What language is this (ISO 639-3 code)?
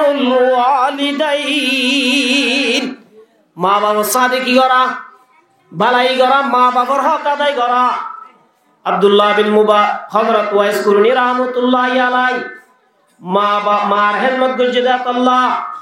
rhg